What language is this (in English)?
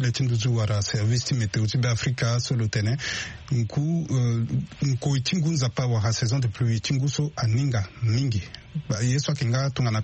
Sango